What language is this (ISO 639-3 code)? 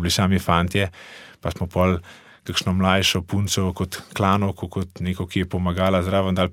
slv